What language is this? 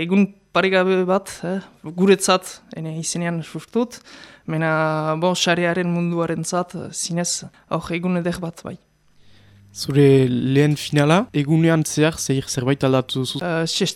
Basque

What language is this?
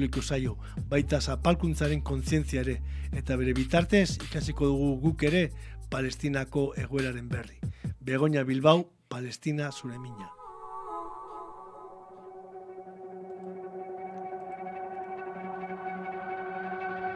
Basque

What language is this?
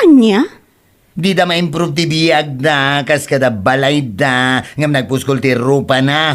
Iloko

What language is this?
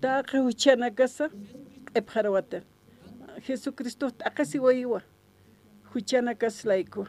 Aymara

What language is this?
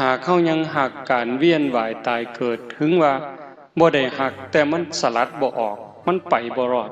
Northeastern Thai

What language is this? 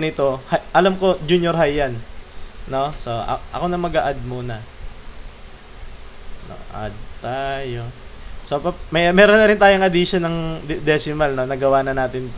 Filipino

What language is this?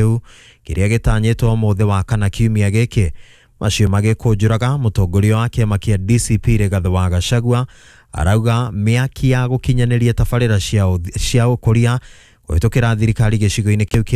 Kikuyu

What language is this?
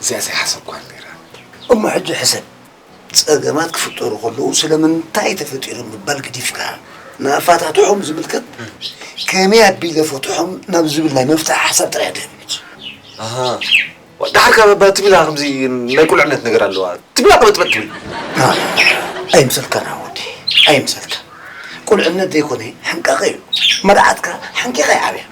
Tigrinya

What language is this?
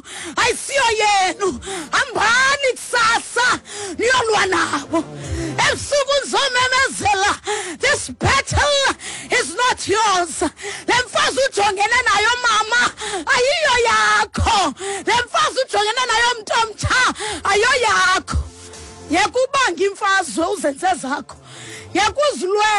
Xhosa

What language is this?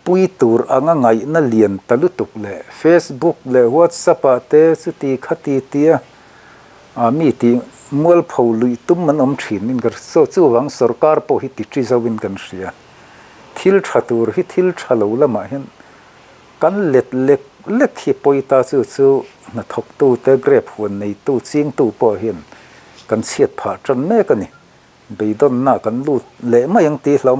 Mizo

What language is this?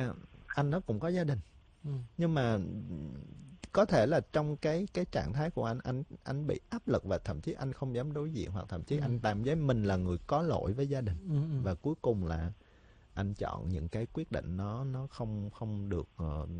Vietnamese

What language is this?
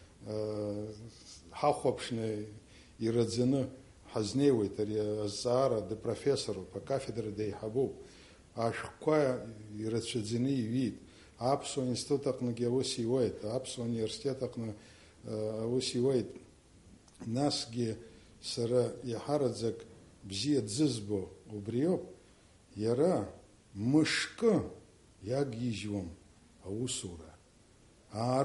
Abkhazian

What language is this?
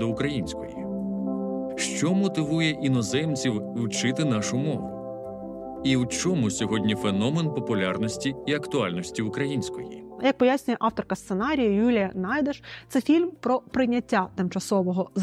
Ukrainian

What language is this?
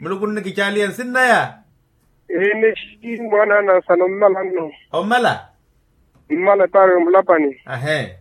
Makhuwa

